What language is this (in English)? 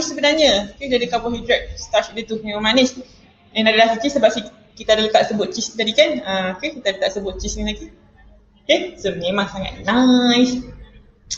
Malay